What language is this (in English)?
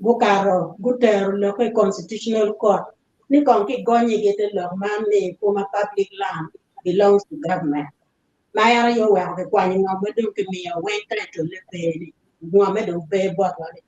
Acoli